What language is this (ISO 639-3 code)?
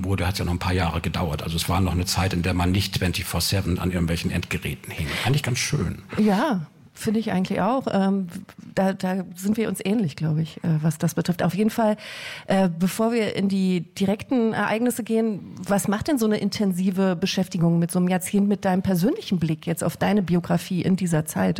deu